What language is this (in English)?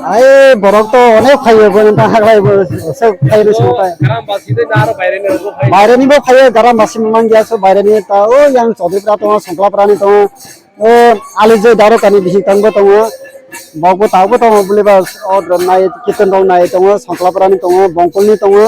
Kok Borok